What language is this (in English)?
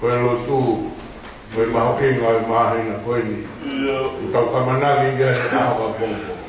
Tongan